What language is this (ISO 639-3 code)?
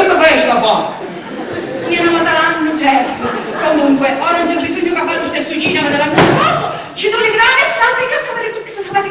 scn